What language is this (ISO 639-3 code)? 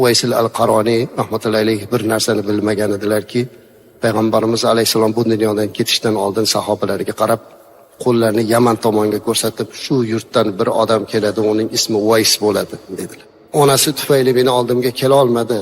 uzb